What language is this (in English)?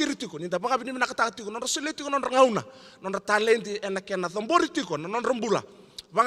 Fijian